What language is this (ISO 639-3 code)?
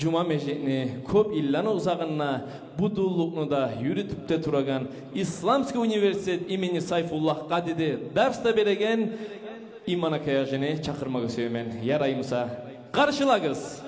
kum